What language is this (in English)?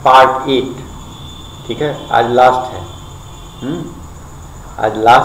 Hindi